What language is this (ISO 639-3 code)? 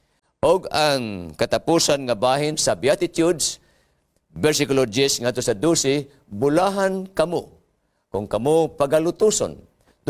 ceb